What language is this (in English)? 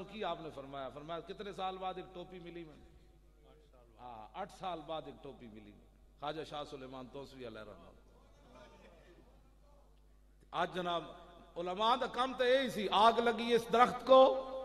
Western Panjabi